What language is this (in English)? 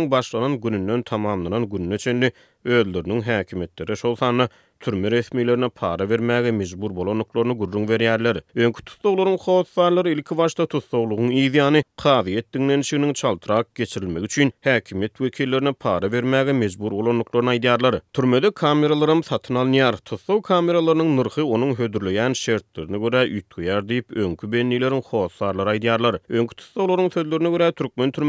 Turkmen